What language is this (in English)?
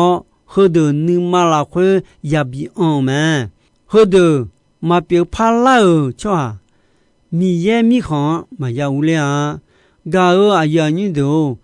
Akha